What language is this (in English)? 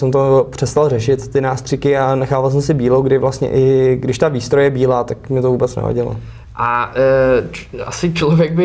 Czech